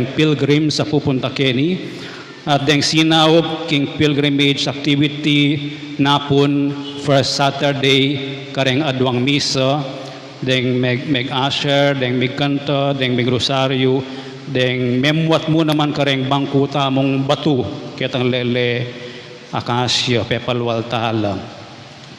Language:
Pampanga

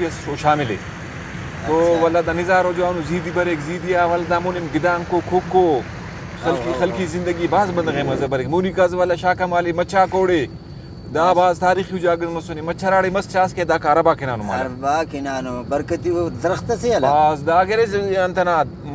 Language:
Brahui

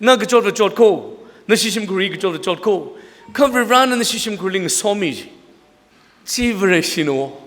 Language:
Tangkhul Naga (India)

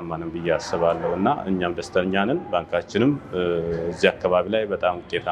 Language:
Amharic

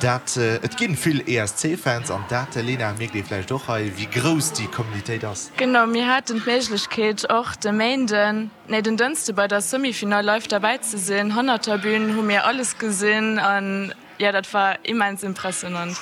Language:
Luxembourgish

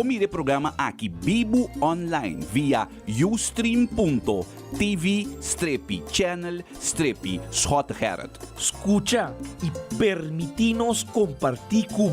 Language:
Papiamento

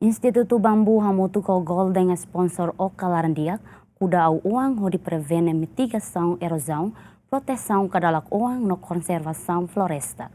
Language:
Tetum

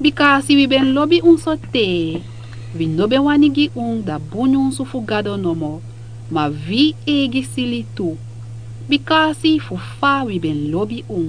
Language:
Sranan Tongo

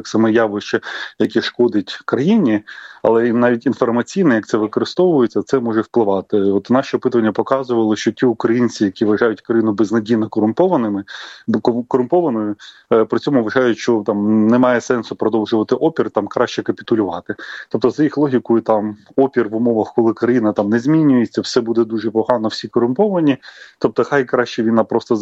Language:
Ukrainian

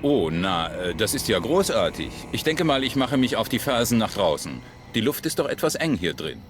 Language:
Bavarian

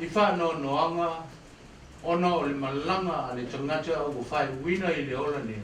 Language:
Samoan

